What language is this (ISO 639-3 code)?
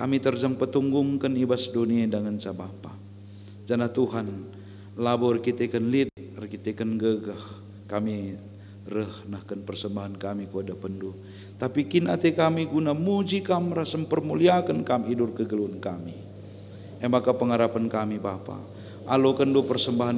btx